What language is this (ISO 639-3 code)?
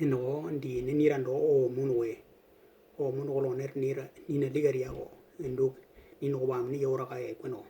dnw